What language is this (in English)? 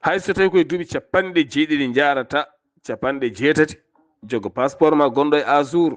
Fula